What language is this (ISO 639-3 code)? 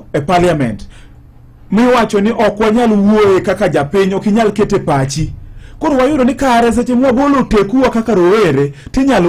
luo